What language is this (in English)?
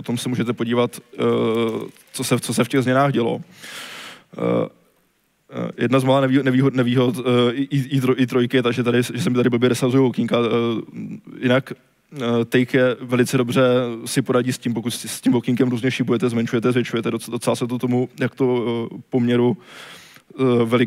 Czech